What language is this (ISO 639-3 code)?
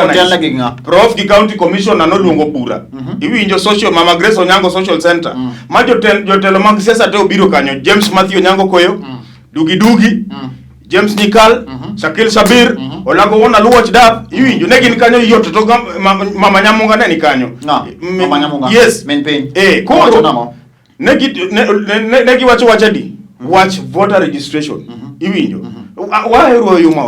luo